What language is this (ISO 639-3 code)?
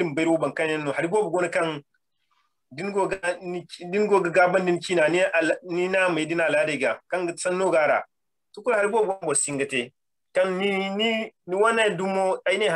dje